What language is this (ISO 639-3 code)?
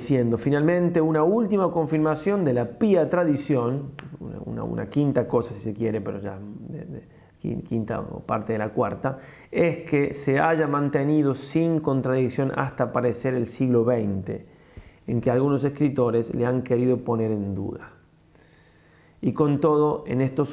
spa